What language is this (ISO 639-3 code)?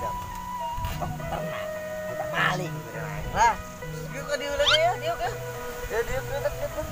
sun